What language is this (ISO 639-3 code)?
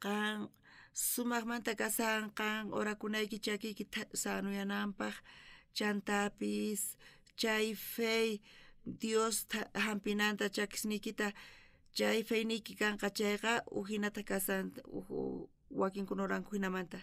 quh